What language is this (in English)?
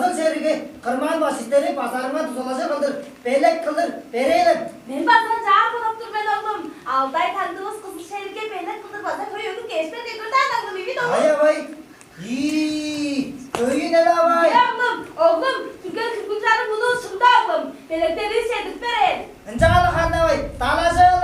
Tuvinian